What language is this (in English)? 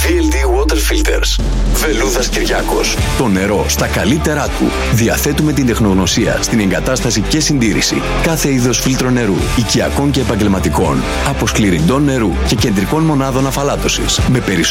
Greek